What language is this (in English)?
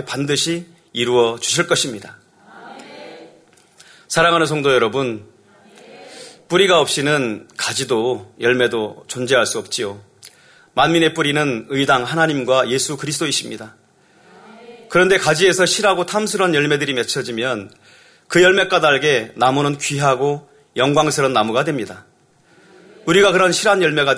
Korean